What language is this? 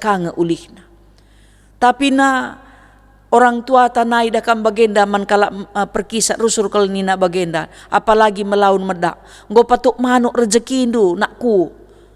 Batak Karo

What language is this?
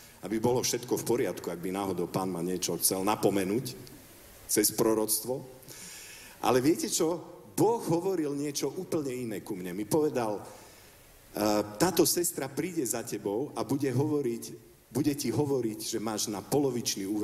Slovak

